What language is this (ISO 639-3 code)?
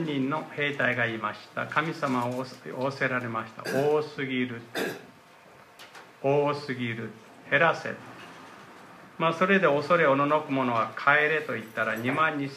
jpn